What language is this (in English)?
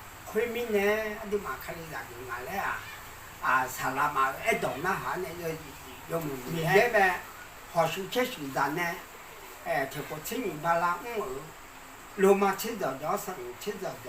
Akha